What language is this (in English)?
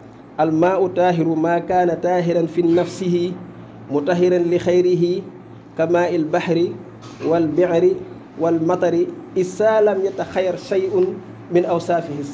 Wolof